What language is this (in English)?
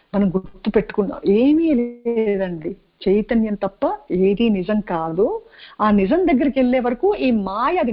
Telugu